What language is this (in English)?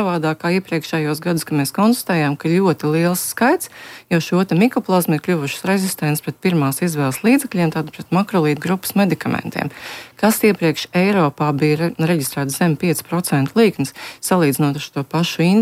Latvian